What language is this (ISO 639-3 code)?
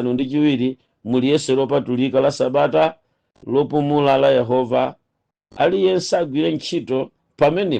nya